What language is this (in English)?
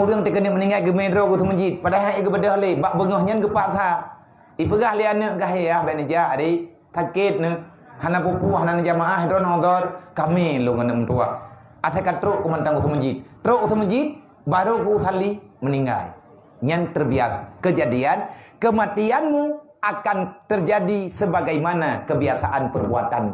Achinese